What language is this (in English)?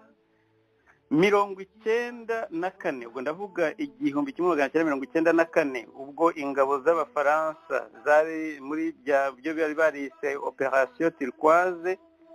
Kinyarwanda